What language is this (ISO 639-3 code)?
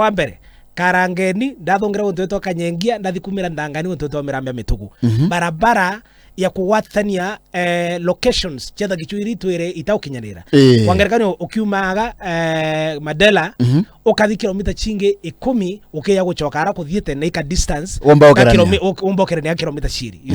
mer